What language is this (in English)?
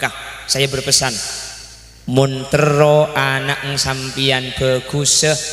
Madurese